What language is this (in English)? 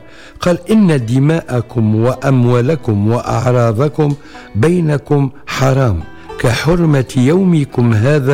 Tunisian Arabic